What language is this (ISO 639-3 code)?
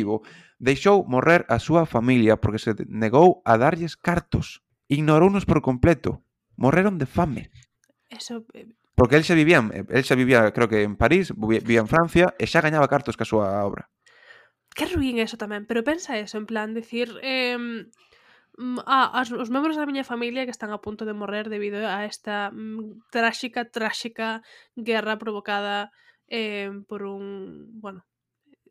glg